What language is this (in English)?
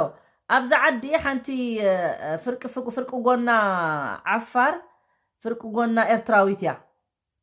Tigrinya